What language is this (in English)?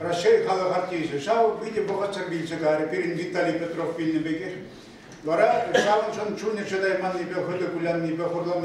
Chuvash